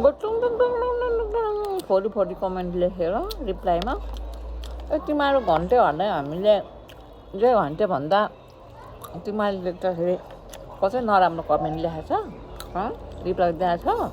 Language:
Nepali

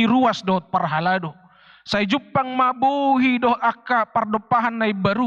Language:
Batak Toba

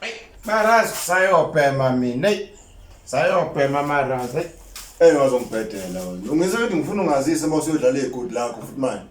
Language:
Zulu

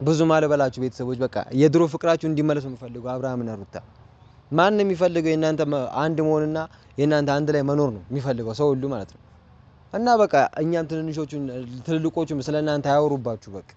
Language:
Amharic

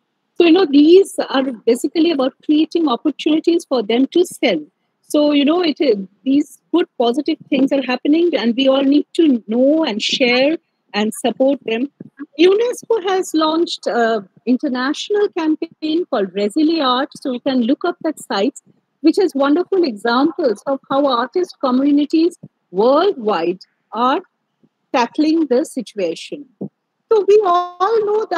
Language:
English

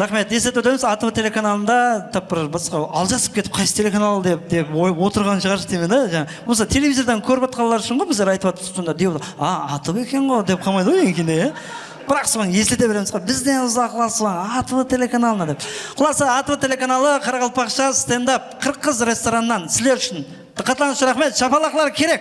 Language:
Kara-Kalpak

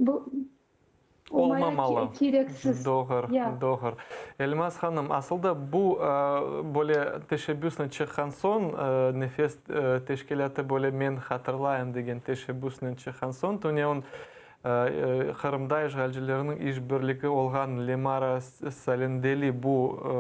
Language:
Crimean Tatar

